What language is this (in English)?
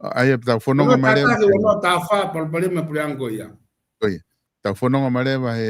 Tongan